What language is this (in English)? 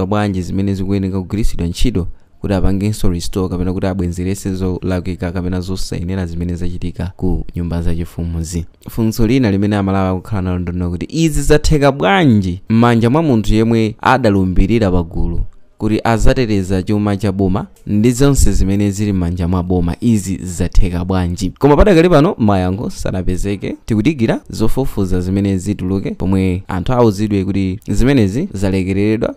Nyanja